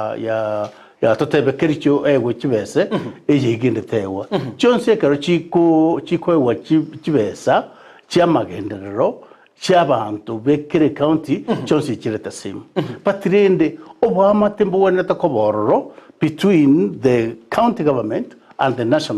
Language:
Gusii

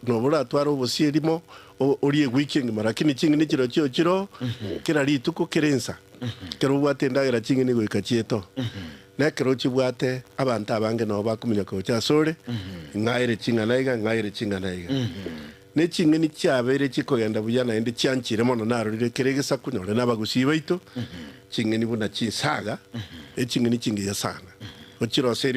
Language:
Gusii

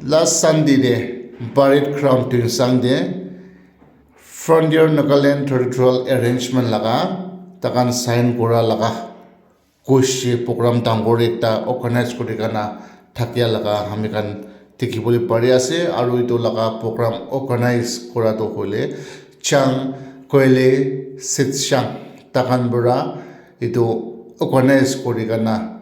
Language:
Naga Pidgin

